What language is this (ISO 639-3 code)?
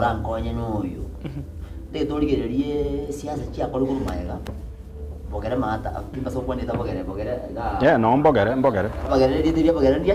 guz